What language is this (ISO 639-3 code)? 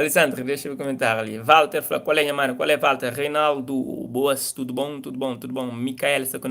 kea